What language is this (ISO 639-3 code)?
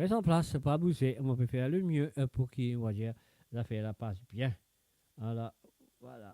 mfe